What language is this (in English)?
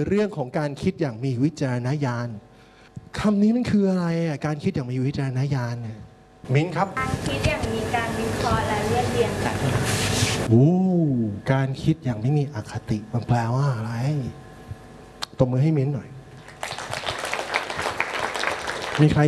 Thai